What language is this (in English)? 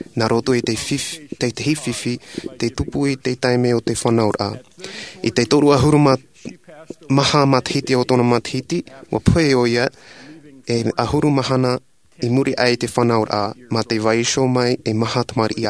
Tahitian